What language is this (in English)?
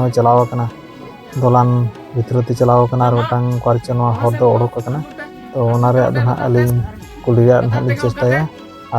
Santali